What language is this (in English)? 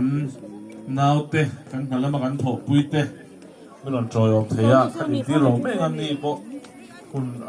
Mizo